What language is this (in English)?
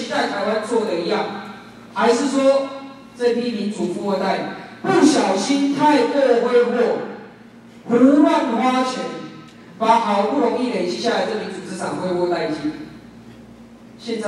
Chinese